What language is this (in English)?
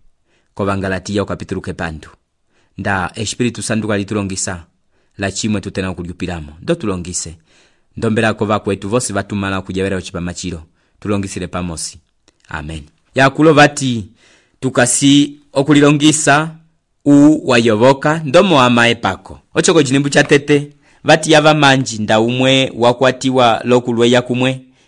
Umbundu